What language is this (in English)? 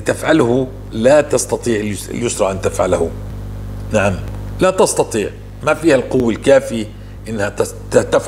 North Levantine Arabic